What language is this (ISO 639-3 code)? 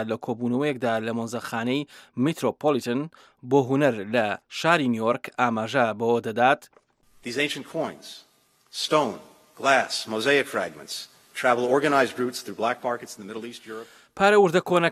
ckb